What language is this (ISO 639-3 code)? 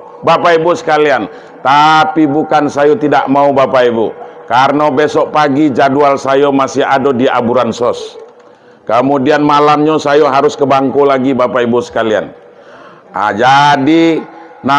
min